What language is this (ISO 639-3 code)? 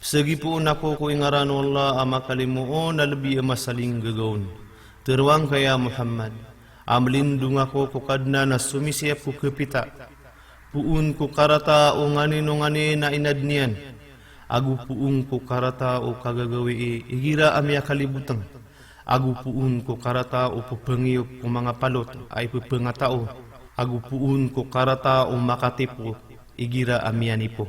mrw